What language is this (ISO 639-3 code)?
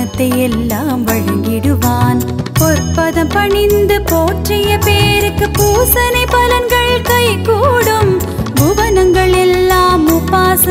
tam